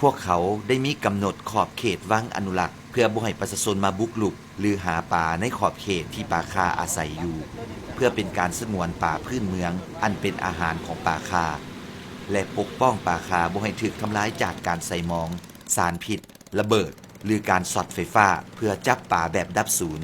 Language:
Lao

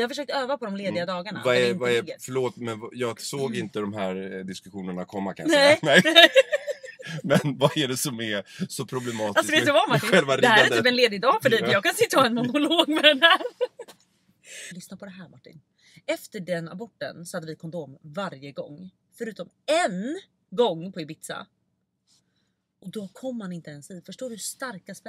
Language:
Swedish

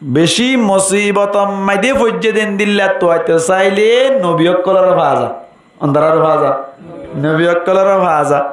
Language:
Rohingya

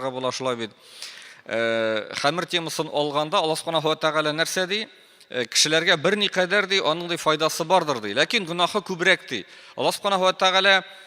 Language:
Tatar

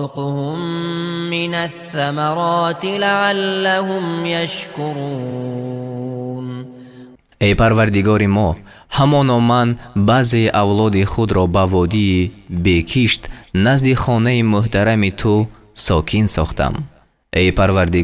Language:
Persian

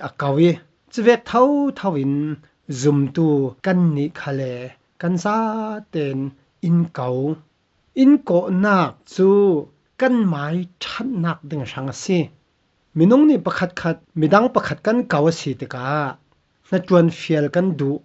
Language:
Falam Chin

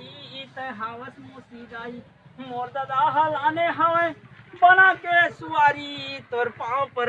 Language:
Chhattisgarhi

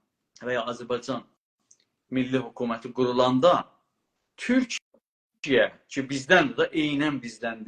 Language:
South Azerbaijani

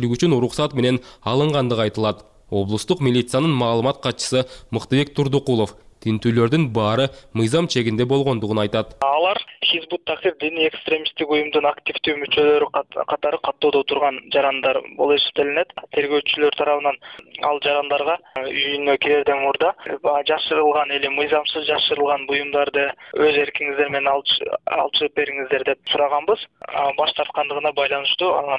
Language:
Kyrgyz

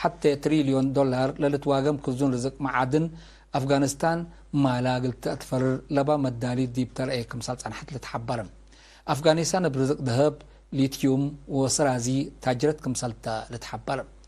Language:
Tigre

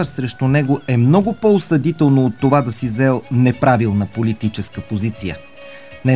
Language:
Bulgarian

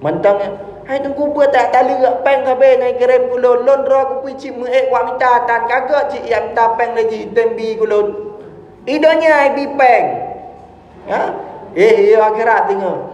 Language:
Achinese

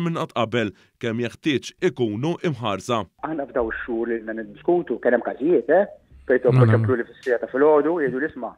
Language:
Maltese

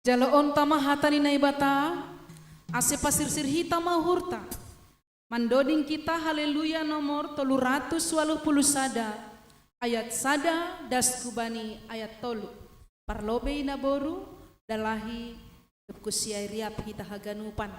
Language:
Batak Simalungun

